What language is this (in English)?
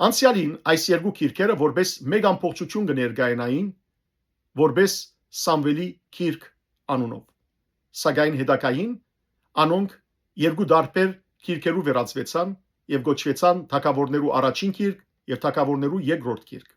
Western Armenian